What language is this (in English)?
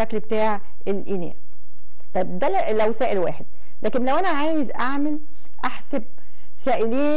Egyptian Arabic